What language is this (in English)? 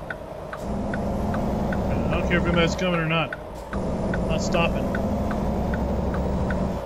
English